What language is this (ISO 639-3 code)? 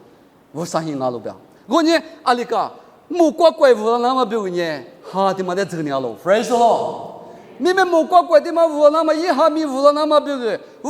lis